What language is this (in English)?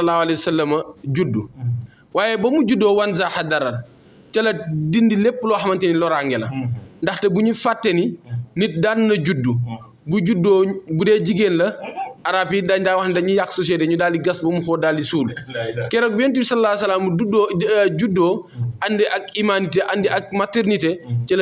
Wolof